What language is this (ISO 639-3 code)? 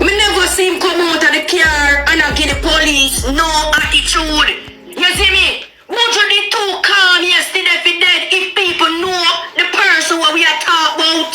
jam